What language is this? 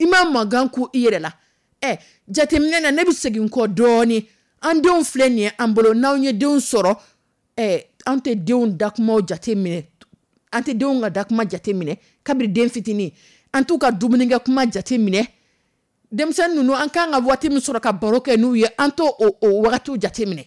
Dyula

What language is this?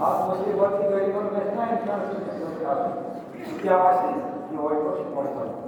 Kashmiri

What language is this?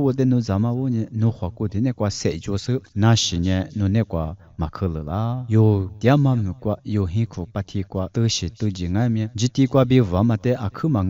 Lisu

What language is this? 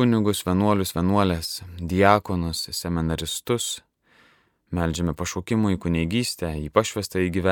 Lithuanian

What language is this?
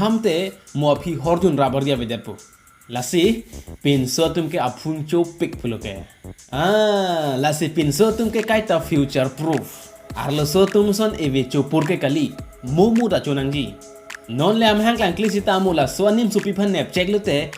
Karbi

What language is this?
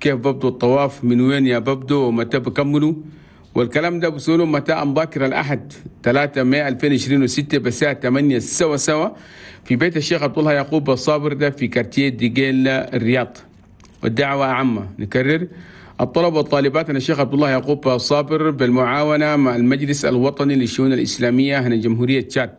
Chadian Arabic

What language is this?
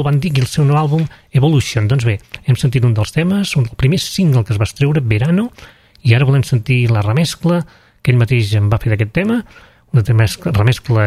Catalan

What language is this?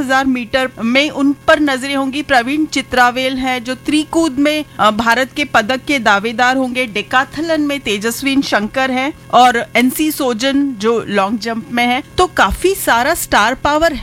Hindi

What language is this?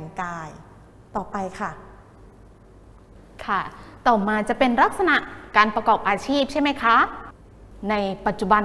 Thai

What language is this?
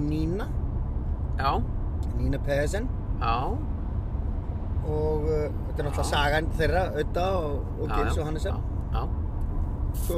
Icelandic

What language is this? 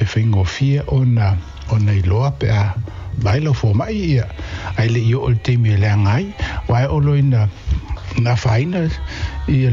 Samoan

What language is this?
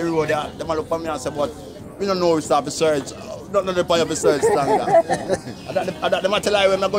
Jamaican Creole English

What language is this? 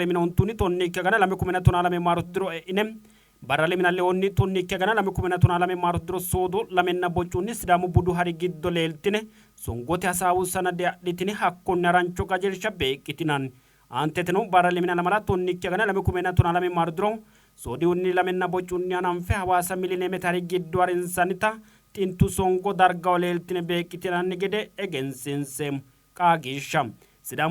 Sidamo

